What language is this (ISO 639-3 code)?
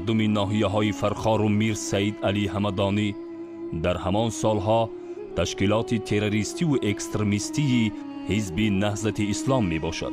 tgk